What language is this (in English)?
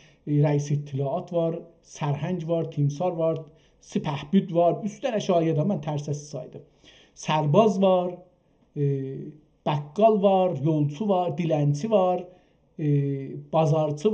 South Azerbaijani